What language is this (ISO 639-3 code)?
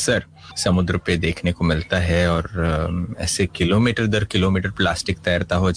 hin